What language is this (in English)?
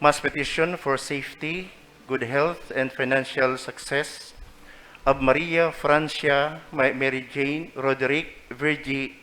Bikol